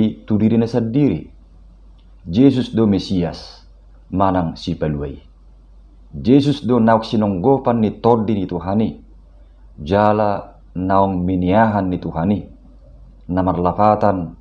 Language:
Batak Toba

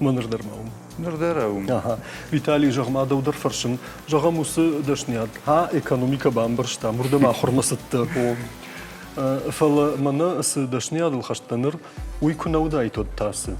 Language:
Ossetic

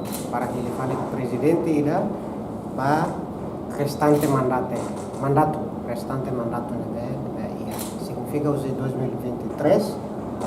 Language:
Tetum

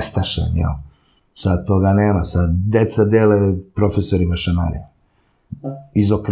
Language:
Serbian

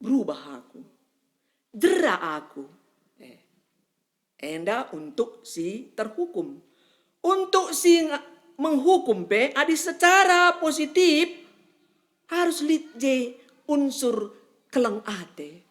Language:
Batak Karo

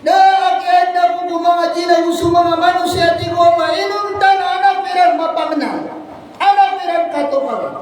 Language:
Maranao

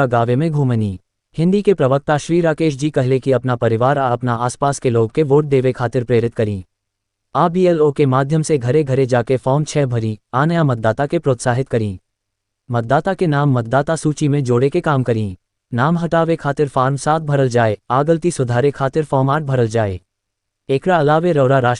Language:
Bhojpuri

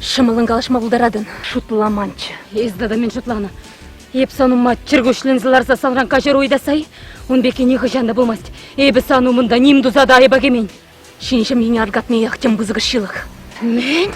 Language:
Chuvash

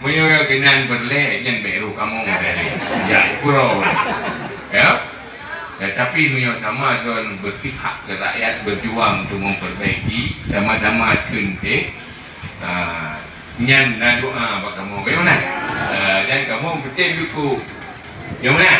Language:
Achinese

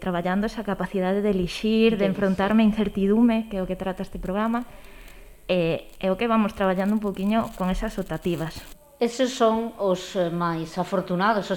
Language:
Galician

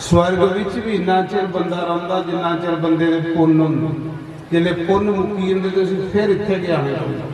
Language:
Dogri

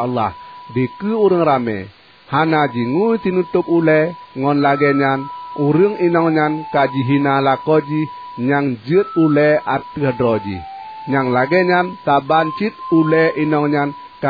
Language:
Achinese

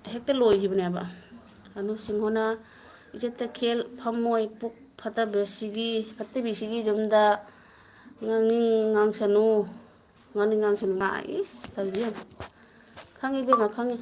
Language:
Manipuri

